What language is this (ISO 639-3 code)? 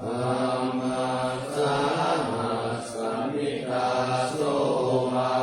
pli